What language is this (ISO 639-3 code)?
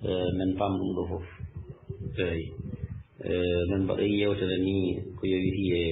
ful